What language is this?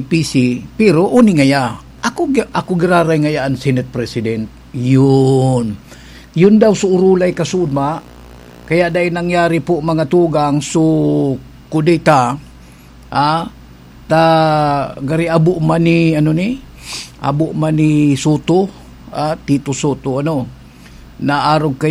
Bikol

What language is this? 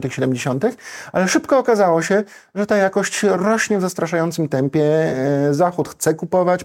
Polish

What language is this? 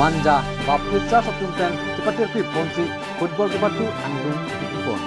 Karbi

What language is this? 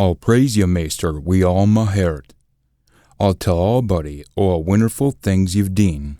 Scots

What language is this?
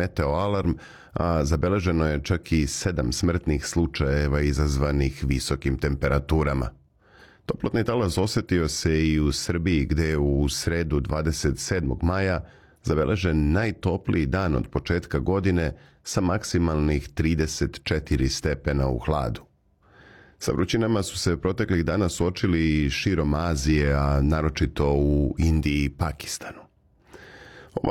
Serbian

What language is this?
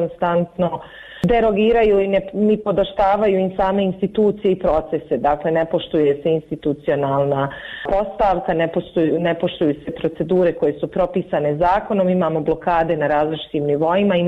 Bosnian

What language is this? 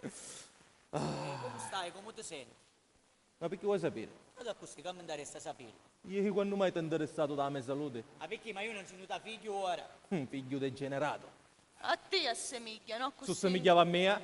Sicilian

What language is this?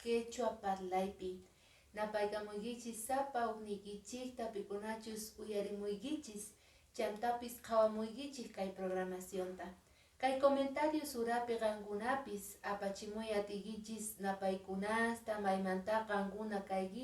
Quechua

